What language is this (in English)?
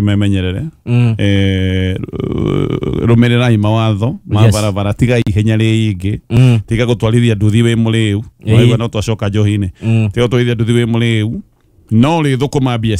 Kikuyu